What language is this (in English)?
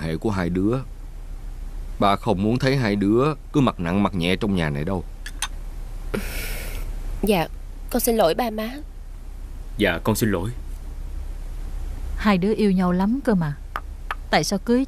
Vietnamese